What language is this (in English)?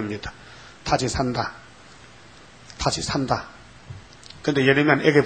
Korean